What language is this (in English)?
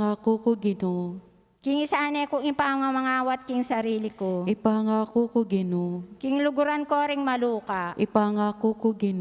Pampanga